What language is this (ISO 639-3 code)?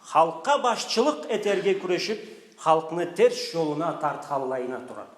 krc